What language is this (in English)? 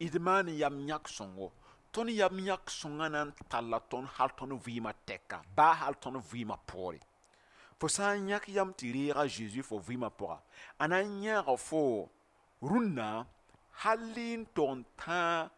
Mossi